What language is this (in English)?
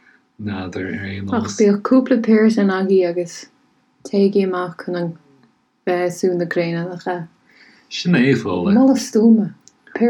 Irish